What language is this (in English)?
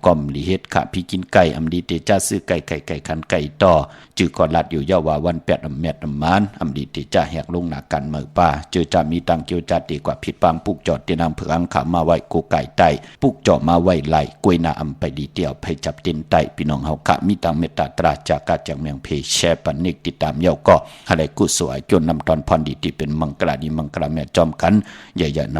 Shan